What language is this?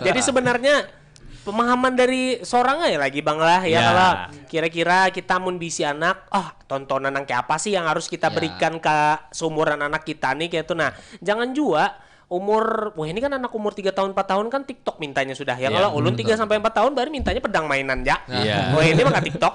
Banjar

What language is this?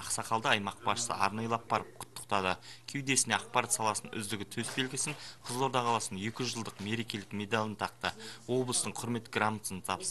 Kazakh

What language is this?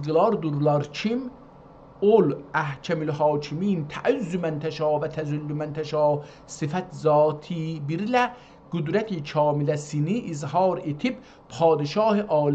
South Azerbaijani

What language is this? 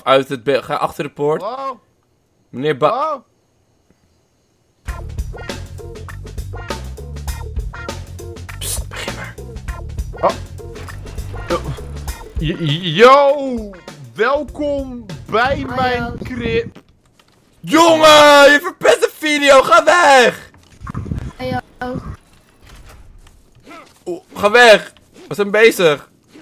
Dutch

